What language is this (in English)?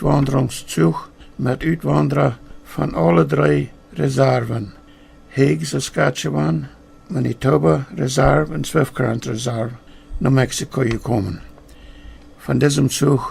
Plautdietsch